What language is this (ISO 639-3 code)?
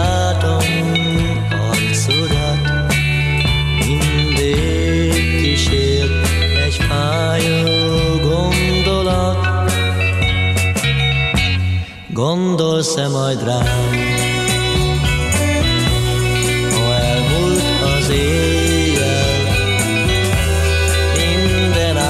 hun